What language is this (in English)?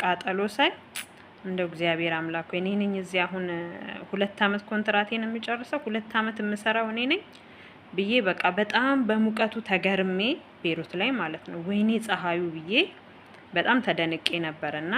Amharic